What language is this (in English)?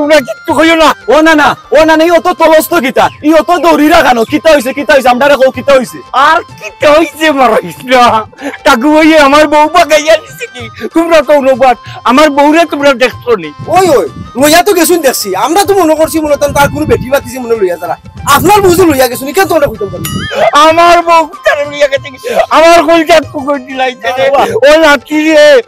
Sylheti